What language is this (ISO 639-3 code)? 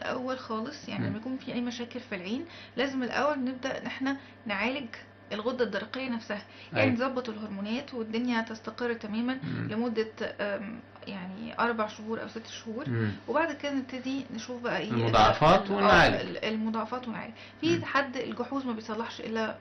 arz